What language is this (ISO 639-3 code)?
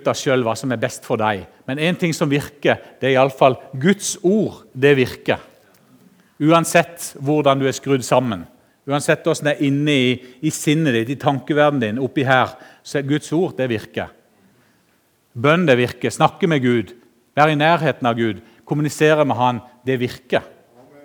nor